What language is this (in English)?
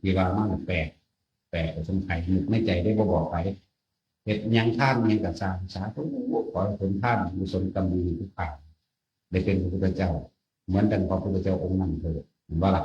Northeastern Thai